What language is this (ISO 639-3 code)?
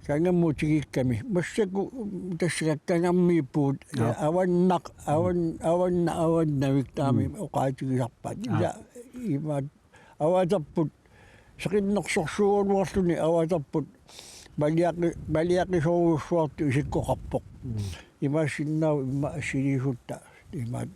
kal